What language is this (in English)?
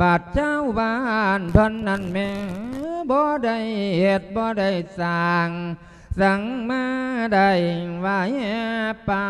Lao